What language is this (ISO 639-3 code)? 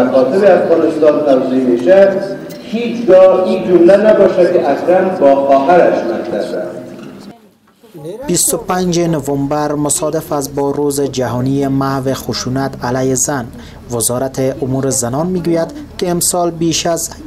fas